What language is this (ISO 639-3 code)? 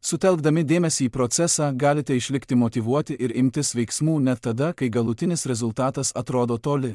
lit